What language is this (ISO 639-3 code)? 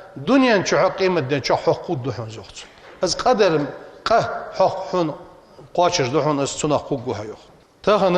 inh